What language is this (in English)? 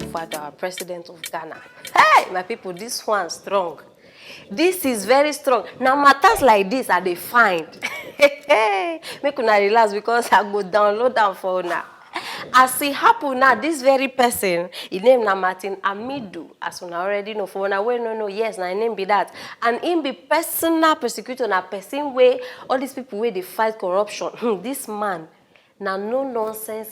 Nigerian Pidgin